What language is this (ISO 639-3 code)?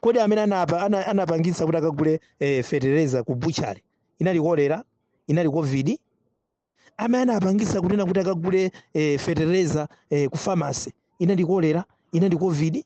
nya